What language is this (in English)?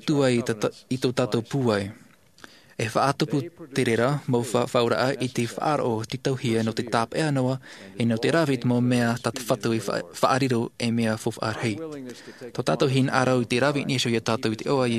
Tahitian